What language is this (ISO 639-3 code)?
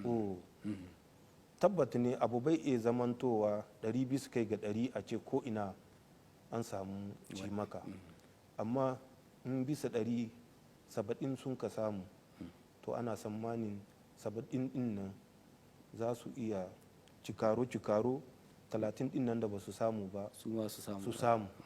hau